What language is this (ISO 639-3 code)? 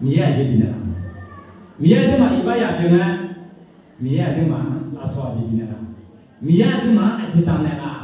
ahk